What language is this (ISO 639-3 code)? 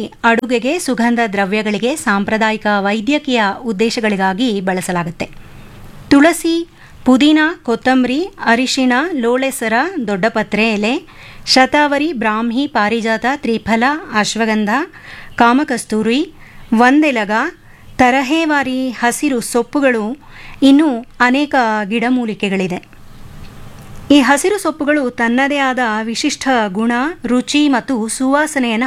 kan